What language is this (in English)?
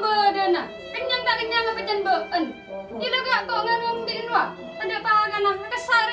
Madurese